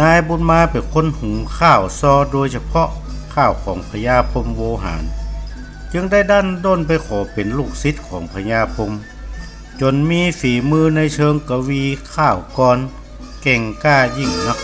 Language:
Northern Thai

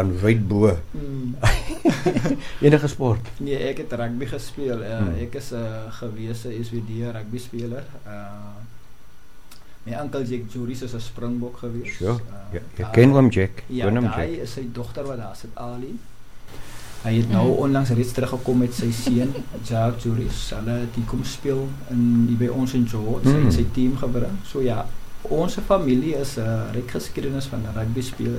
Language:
Afrikaans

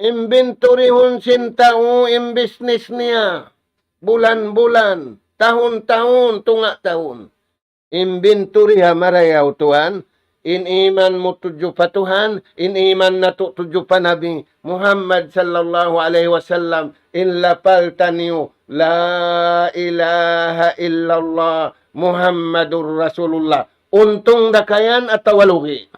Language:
Tausug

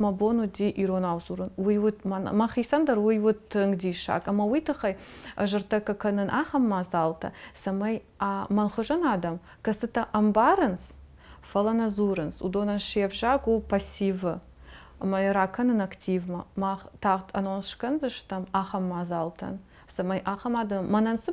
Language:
Ossetic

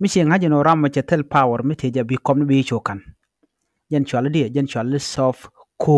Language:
Nuer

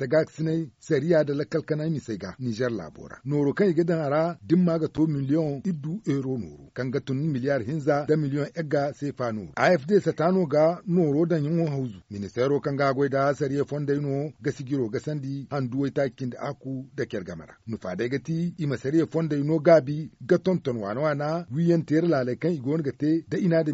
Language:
Zarma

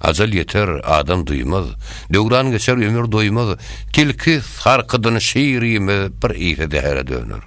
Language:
Turkmen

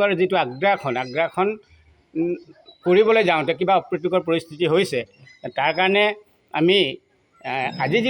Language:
Assamese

